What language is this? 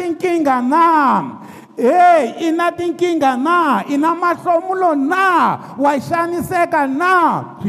Tsonga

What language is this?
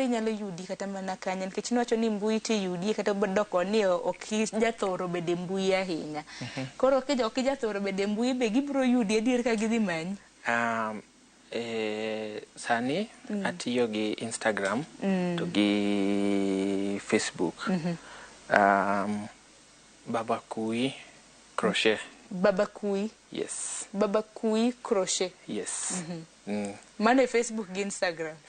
Luo (Kenya and Tanzania)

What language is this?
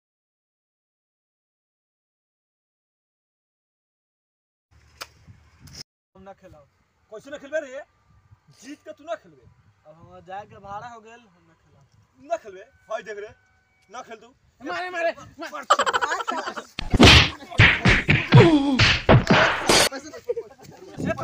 Bhojpuri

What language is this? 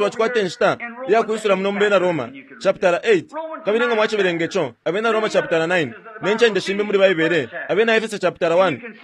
Bemba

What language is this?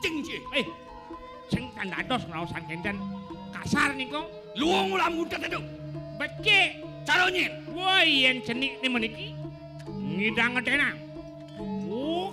Balinese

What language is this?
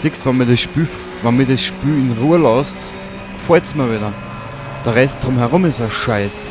Bavarian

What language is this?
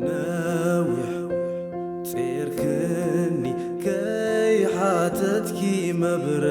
Tigrinya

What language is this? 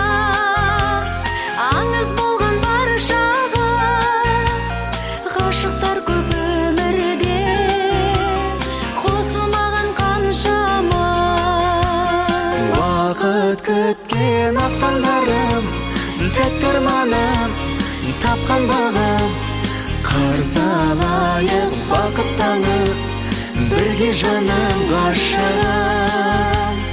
Kazakh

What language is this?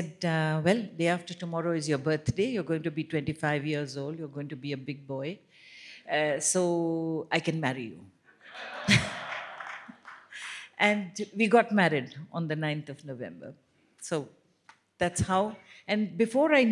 English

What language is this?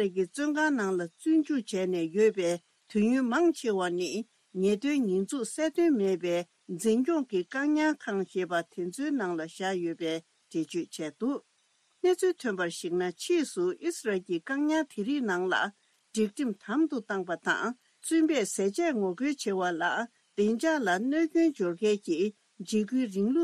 Tibetan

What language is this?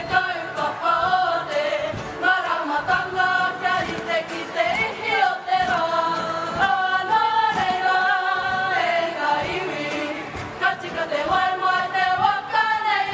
Māori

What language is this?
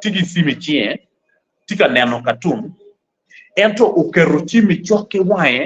Acoli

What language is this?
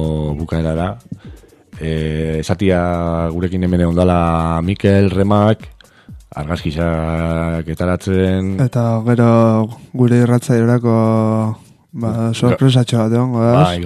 Basque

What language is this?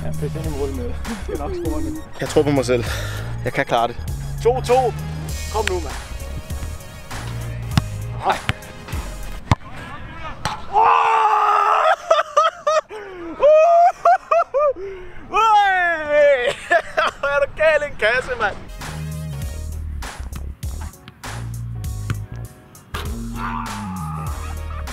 Danish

